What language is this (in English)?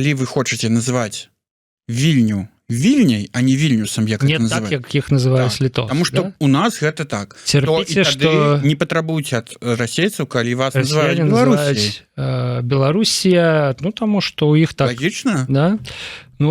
Belarusian